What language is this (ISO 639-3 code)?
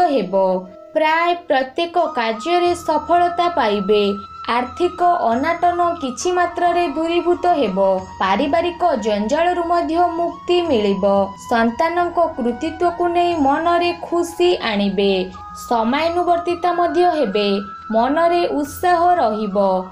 ori